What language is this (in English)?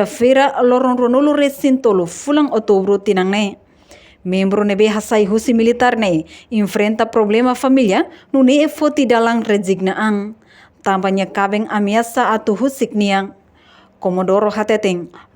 Tetum